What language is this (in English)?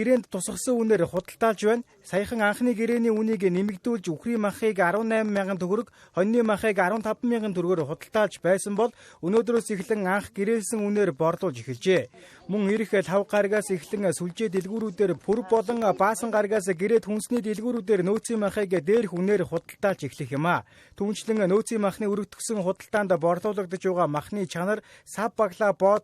Mongolian